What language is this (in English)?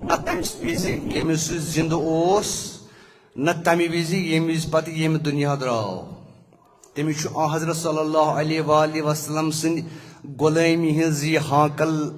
Kashmiri